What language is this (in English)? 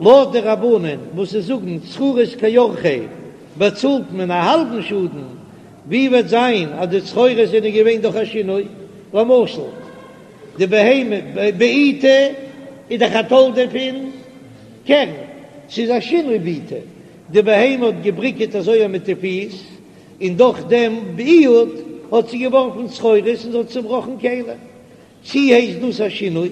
Yiddish